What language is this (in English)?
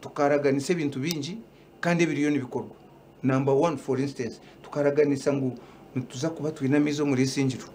Nyankole